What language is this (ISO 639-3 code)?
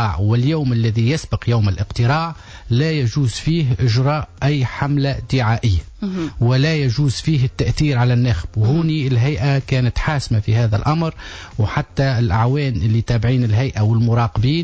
aeb